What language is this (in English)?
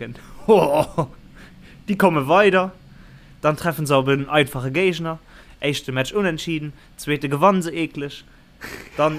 Luxembourgish